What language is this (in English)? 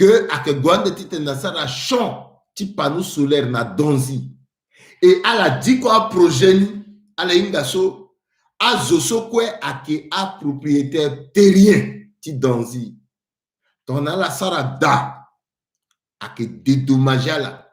Sango